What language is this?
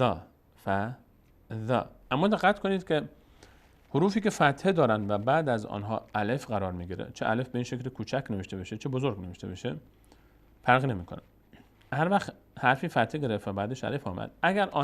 Persian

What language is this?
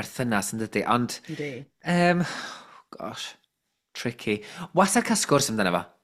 Welsh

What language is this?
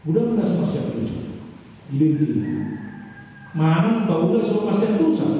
Batak Toba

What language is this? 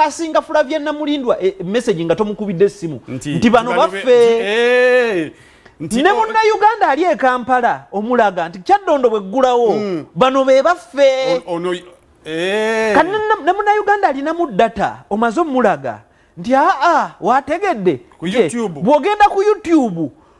Ganda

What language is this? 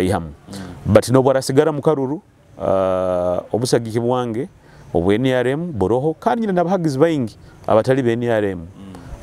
Nyoro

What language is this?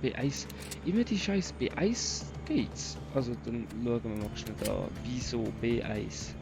Swiss German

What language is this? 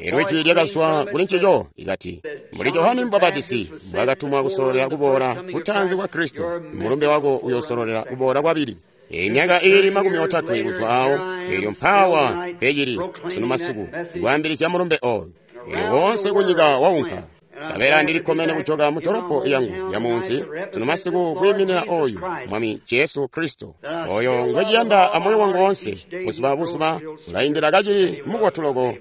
Tonga (Zambia)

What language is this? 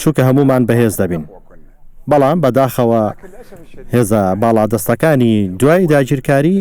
Central Kurdish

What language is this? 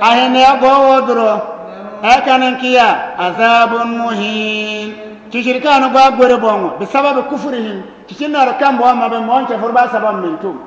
Bissa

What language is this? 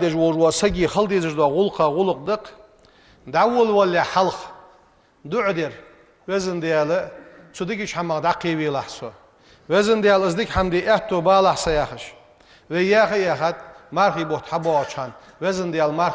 Ingush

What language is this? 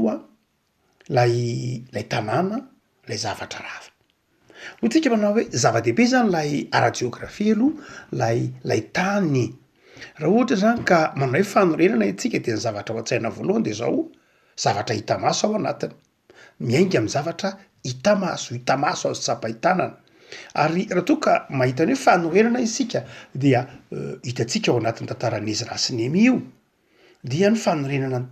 Malagasy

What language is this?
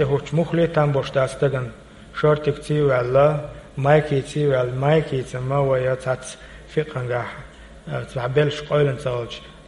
Chechen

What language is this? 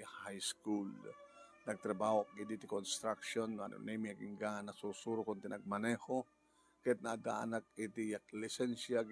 Iloko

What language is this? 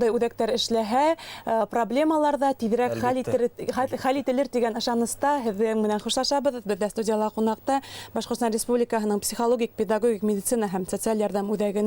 Bashkir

